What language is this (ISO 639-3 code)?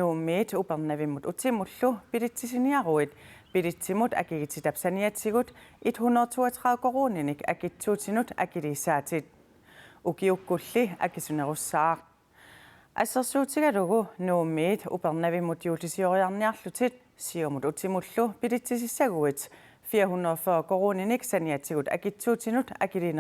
kal